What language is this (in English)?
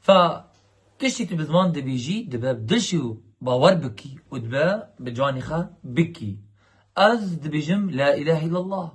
Kurdish